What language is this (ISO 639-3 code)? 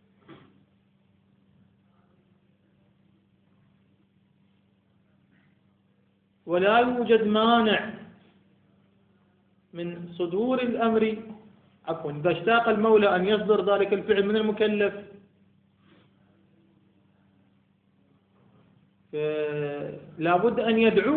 ara